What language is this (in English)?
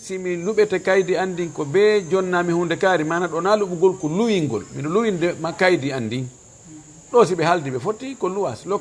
Fula